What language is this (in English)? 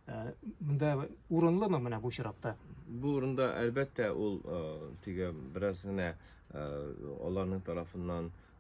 Tatar